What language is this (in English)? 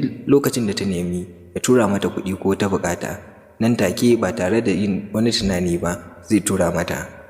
Hausa